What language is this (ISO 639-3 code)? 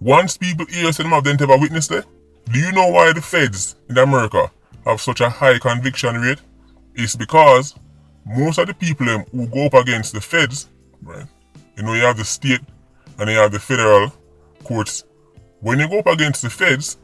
jam